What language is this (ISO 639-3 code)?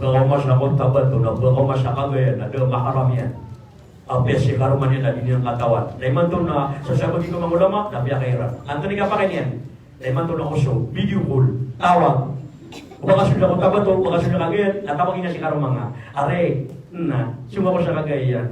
mrw